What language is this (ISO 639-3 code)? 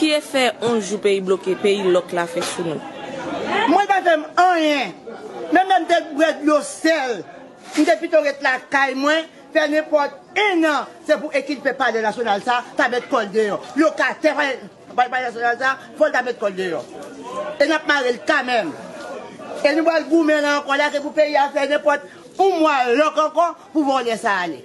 hat